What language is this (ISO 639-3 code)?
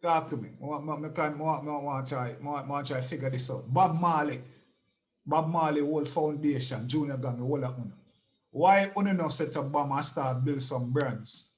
jam